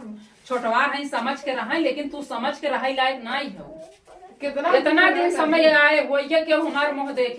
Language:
Awadhi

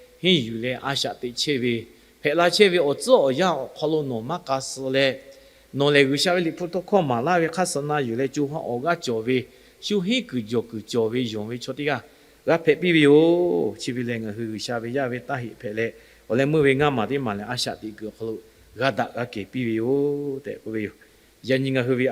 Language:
Lahu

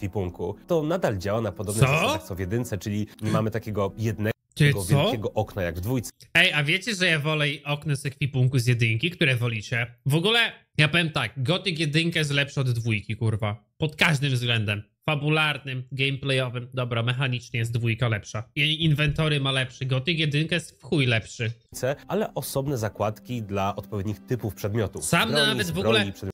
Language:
Polish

